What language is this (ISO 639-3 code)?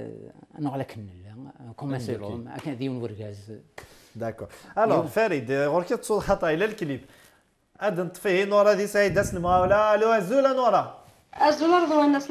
kab